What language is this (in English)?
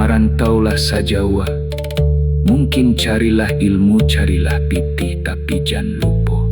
Minangkabau